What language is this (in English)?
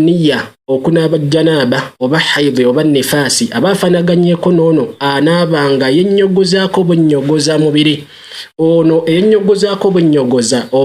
Ganda